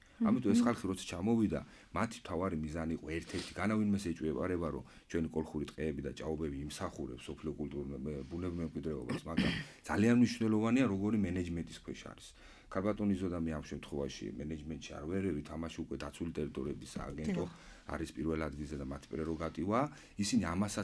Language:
Georgian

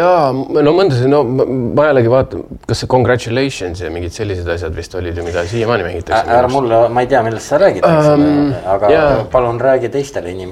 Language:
Estonian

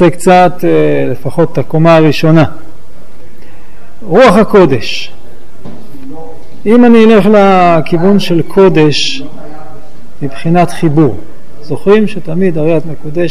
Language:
Hebrew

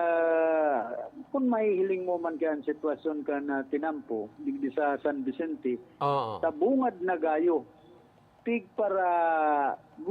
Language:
Bikol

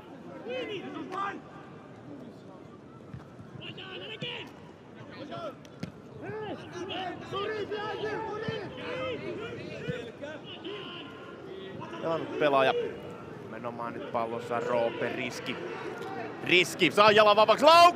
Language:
Finnish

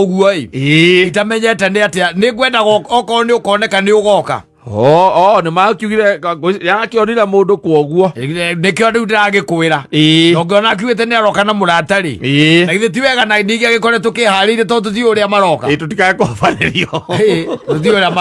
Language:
Kikuyu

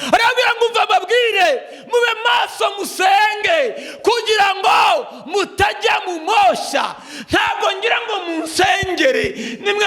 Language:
Kinyarwanda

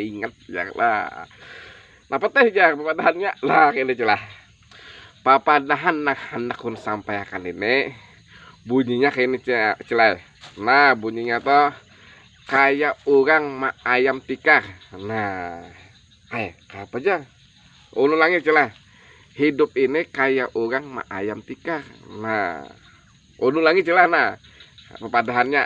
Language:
Banjar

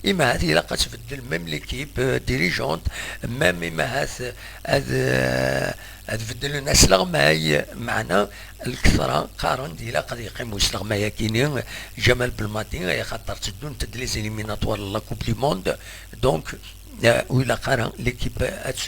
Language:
Kabyle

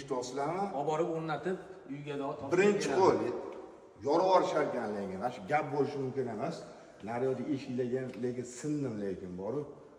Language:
Uzbek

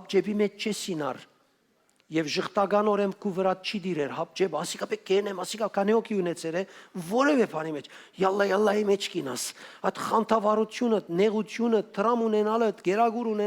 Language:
Western Armenian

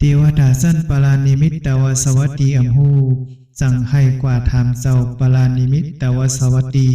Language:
Shan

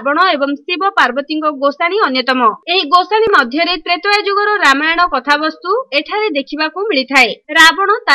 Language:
Odia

